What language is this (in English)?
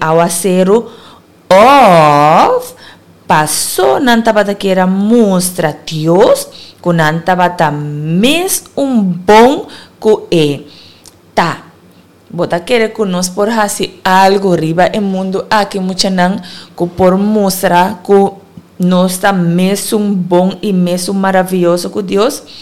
Papiamento